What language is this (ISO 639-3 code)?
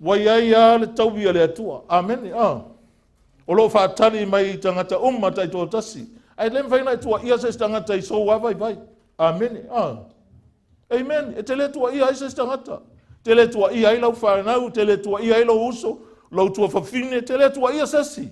smo